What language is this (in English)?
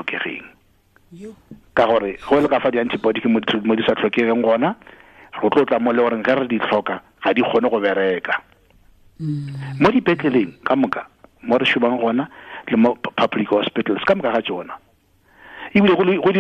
Tswana